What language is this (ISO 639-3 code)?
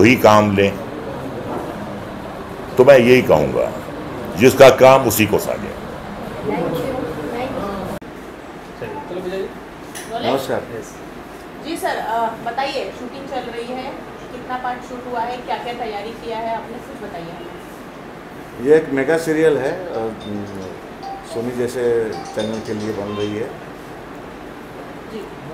hin